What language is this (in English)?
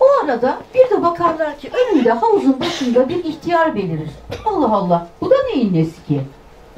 Turkish